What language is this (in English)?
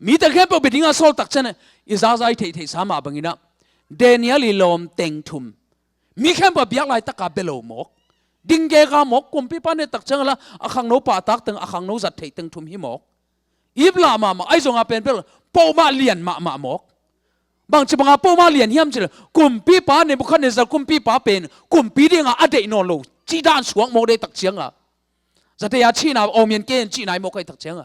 Tedim Chin